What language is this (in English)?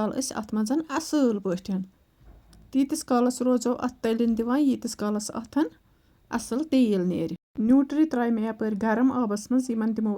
Kashmiri